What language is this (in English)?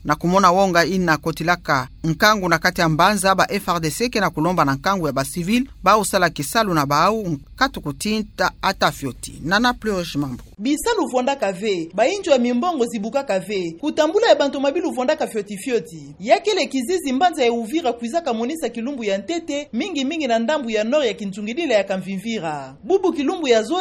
Kituba (Democratic Republic of Congo)